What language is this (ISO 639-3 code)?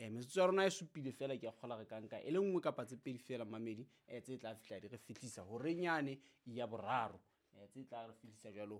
sot